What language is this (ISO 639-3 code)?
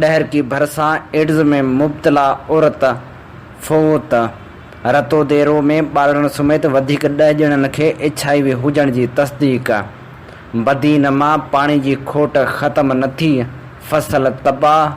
snd